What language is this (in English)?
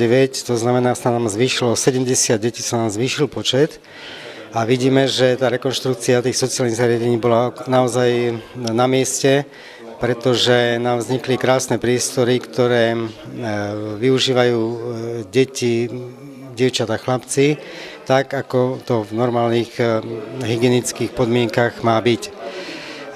Slovak